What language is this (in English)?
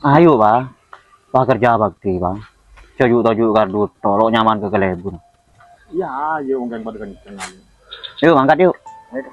Madurese